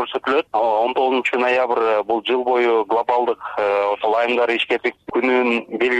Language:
Kyrgyz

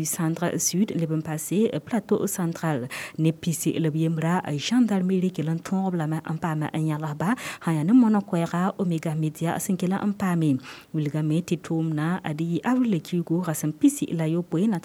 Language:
Mossi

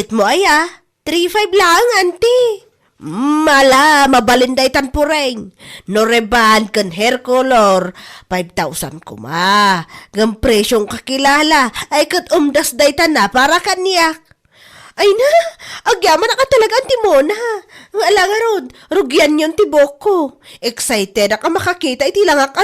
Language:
Iloko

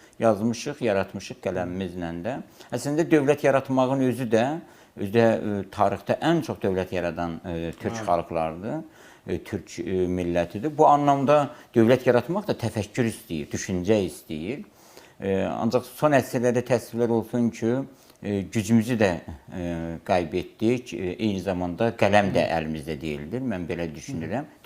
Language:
Azerbaijani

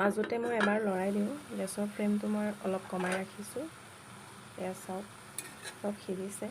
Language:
Assamese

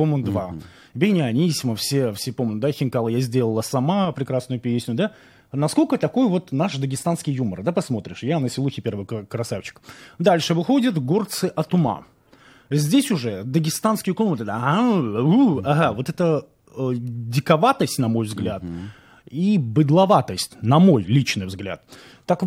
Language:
Russian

